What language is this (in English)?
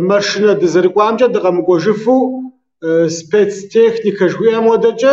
Kabardian